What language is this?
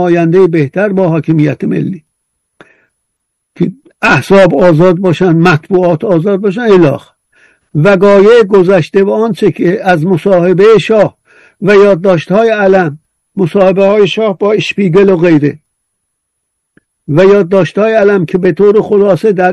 Persian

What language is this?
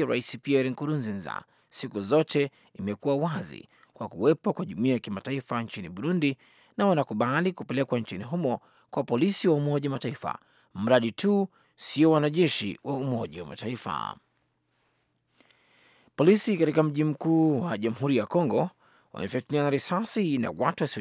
Swahili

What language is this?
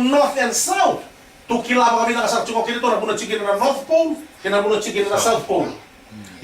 Fijian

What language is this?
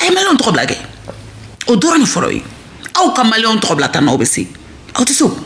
Bambara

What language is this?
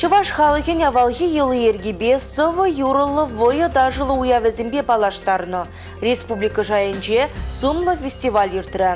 Chuvash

